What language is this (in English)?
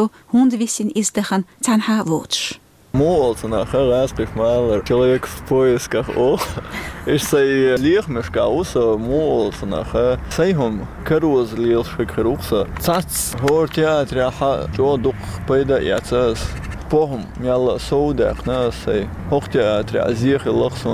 Chechen